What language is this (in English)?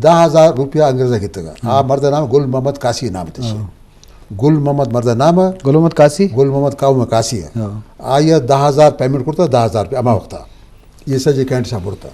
Eastern Balochi